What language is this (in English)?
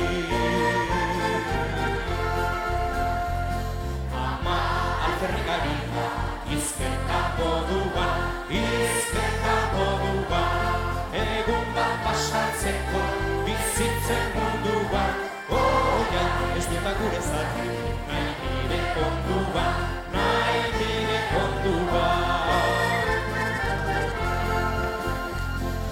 Basque